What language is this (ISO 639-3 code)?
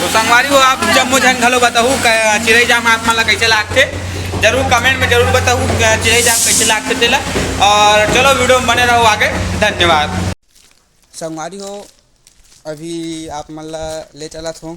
hne